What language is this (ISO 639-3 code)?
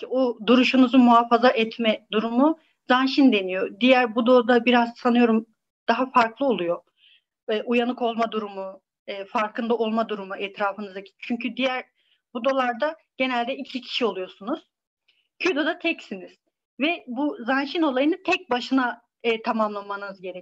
tur